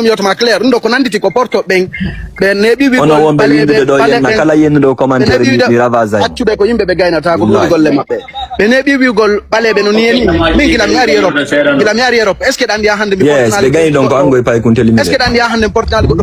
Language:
Fula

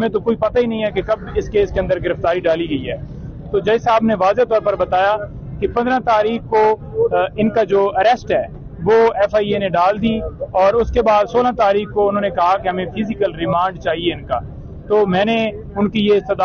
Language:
Urdu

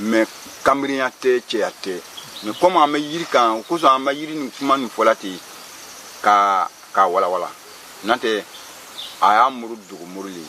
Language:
Bambara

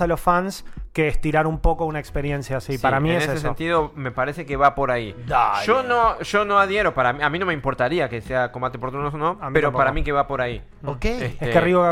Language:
Spanish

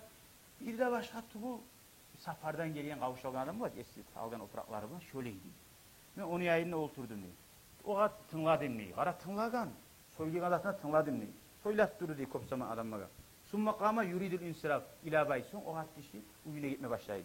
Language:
Kumyk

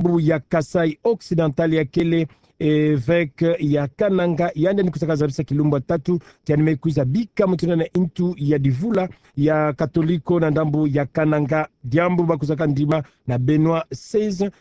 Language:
Kituba (Democratic Republic of Congo)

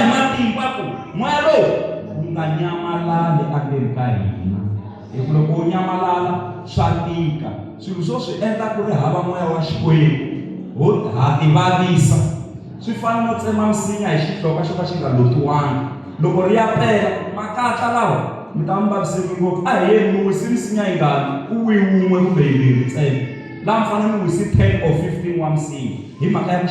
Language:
Tsonga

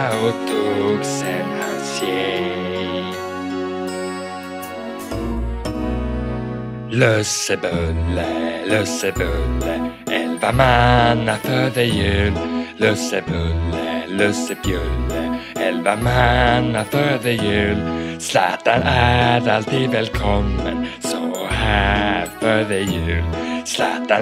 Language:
Swedish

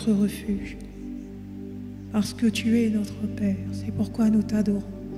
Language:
French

